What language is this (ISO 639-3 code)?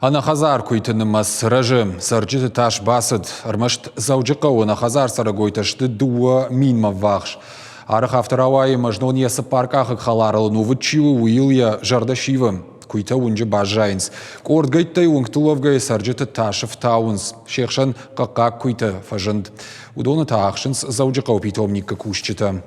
oss